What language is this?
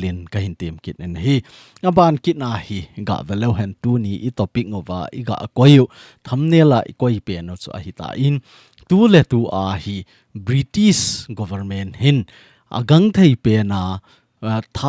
Thado Chin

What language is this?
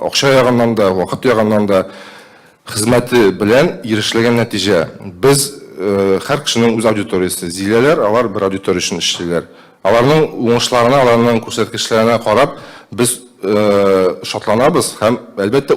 Tatar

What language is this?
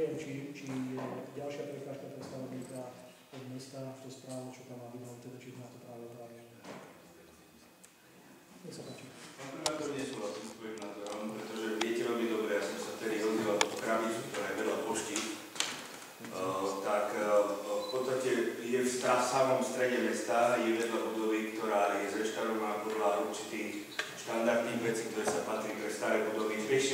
Slovak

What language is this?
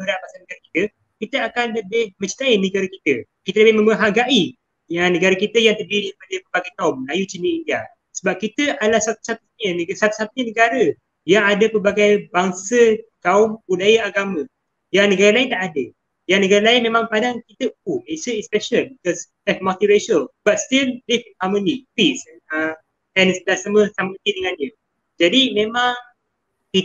Malay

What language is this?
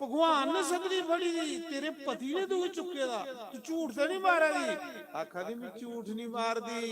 Dogri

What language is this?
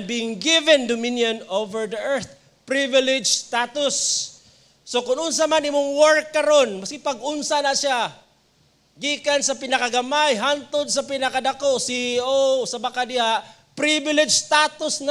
Cebuano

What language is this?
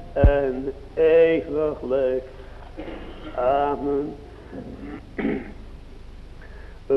Dutch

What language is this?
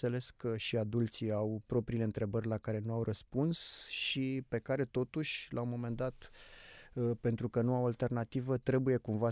Romanian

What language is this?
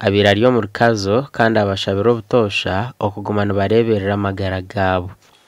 Nyankole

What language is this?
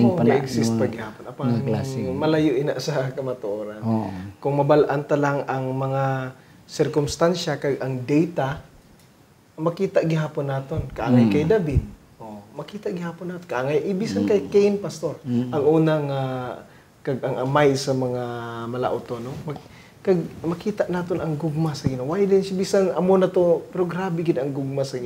Hiligaynon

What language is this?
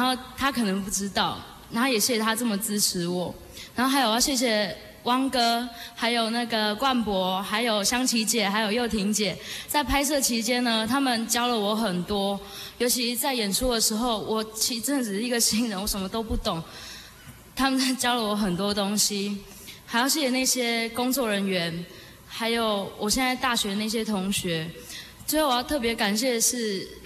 Chinese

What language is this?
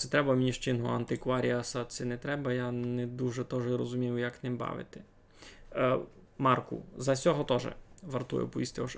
Rusyn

